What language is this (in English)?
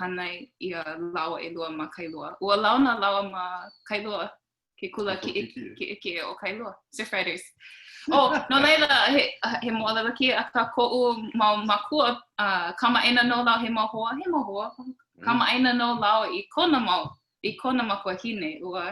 Hawaiian